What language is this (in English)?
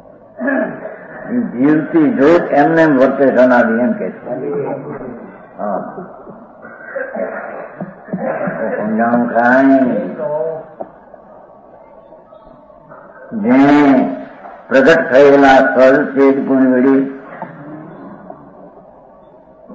Gujarati